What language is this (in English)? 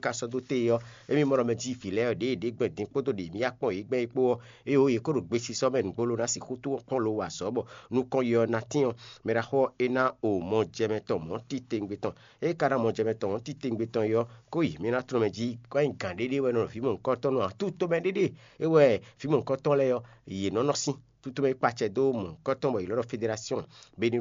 Fon